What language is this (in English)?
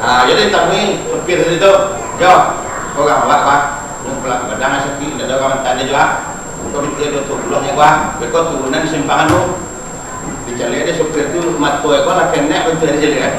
Minangkabau